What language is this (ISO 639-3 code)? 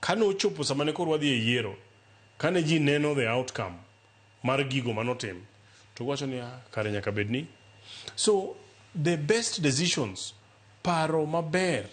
luo